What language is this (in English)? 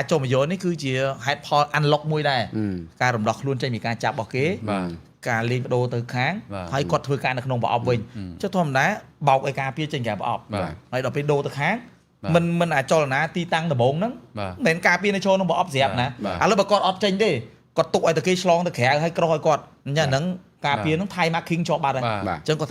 Khmer